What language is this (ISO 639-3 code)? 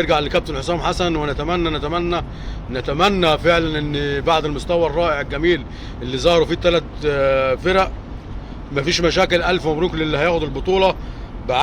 arz